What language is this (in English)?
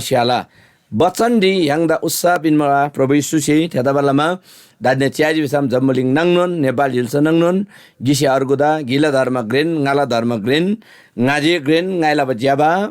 Eastern Tamang